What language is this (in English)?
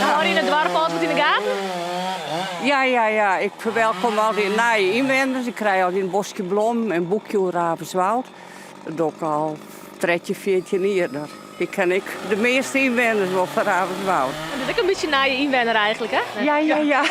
Western Frisian